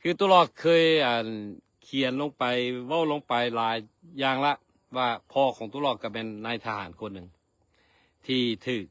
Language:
Lao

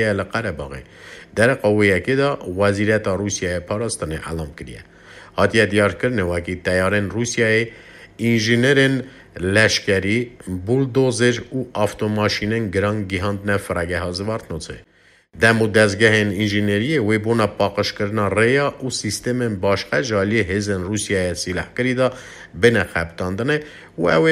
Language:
Kurdish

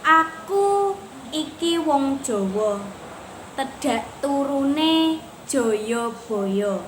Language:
Javanese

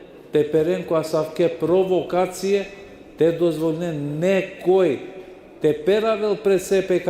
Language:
Balkan Romani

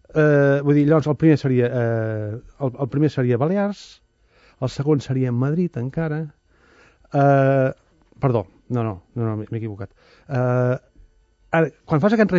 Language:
Catalan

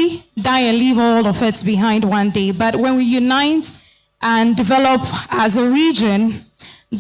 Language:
Ewe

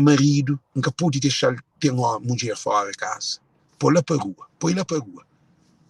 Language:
Kabuverdianu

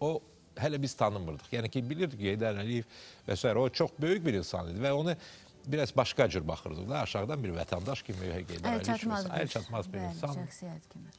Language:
Azerbaijani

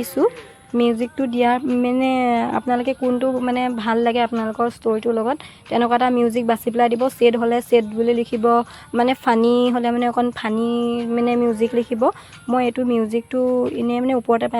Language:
Assamese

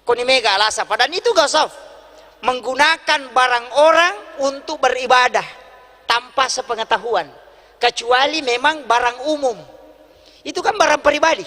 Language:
Buginese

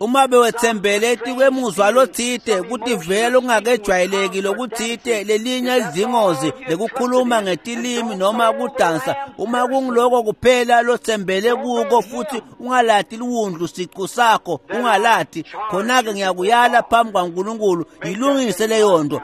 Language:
Swati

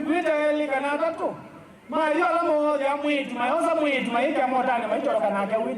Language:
Kamba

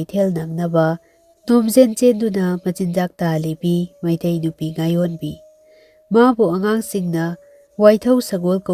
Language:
Manipuri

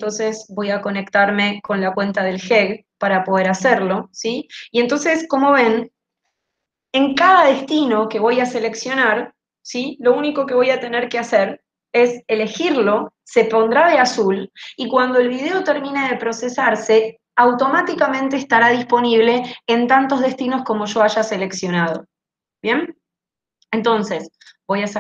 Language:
Spanish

